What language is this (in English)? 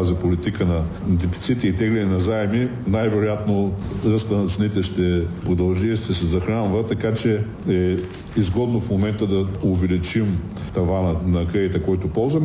Bulgarian